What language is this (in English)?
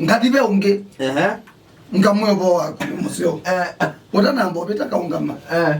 Kamba